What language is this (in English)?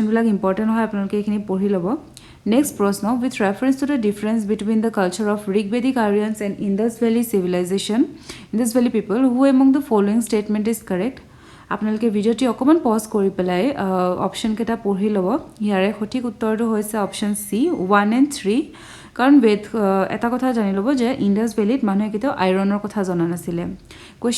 Assamese